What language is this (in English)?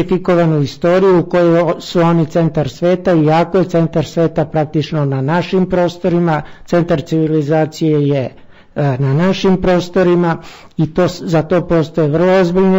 Serbian